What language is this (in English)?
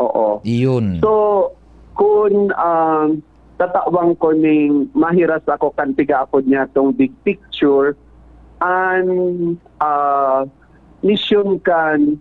Bikol